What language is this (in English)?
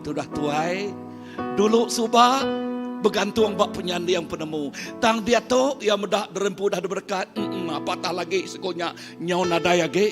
Iban